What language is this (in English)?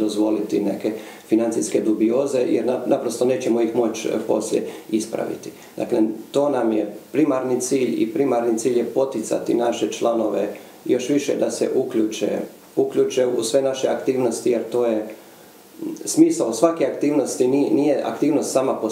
Croatian